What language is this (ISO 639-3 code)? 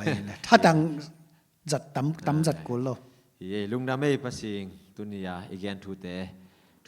ctd